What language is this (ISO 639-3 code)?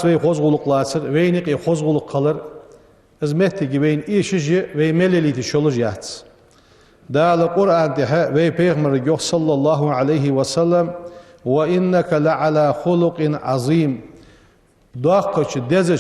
inh